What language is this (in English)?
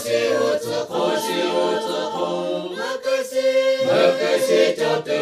Lahu